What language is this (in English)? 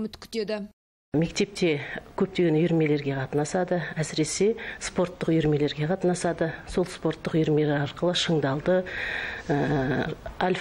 Kazakh